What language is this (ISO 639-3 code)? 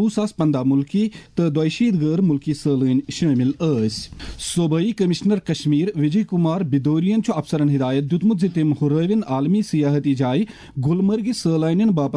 kas